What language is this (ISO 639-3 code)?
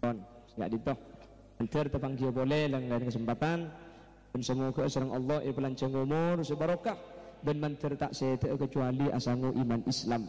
mad